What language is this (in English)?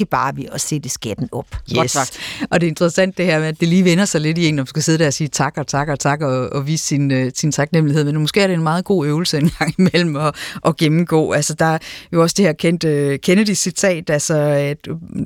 Danish